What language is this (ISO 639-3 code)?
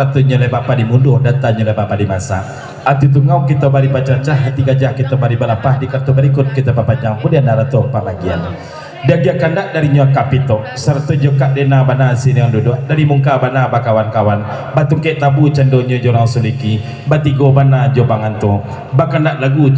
min